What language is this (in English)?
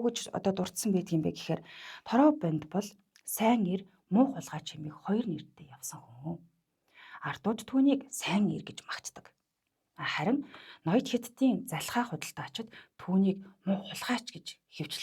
Mongolian